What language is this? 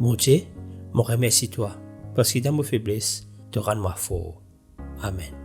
Morisyen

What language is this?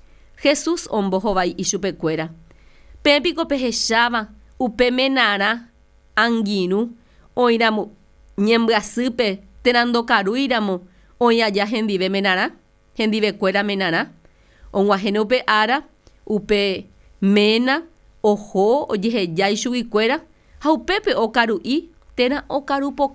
Guarani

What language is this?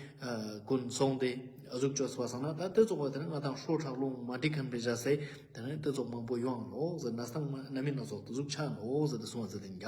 Ladakhi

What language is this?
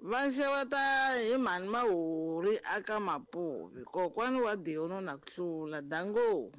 Tsonga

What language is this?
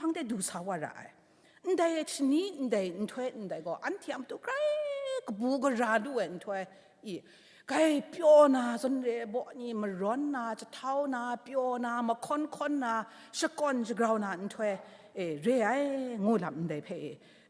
Kachin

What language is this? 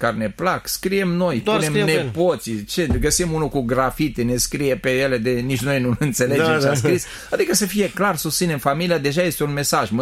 Romanian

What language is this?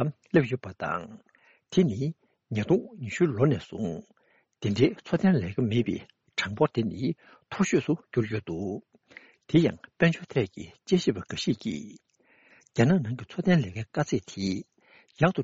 Tibetan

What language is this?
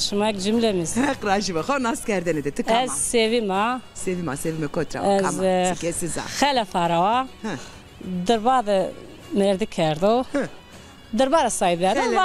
Zaza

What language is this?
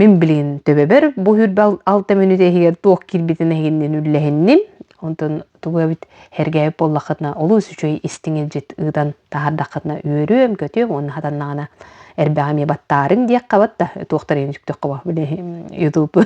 Yakut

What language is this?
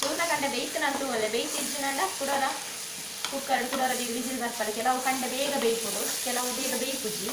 Tulu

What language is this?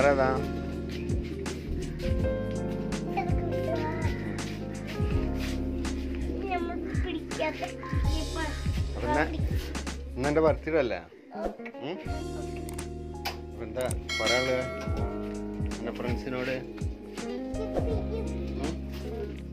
Malayalam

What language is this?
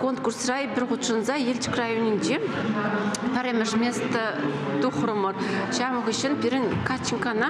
Chuvash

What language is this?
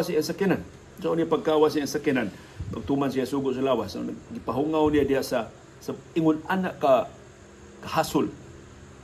Cebuano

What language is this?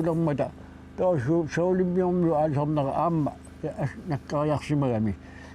Kalaallisut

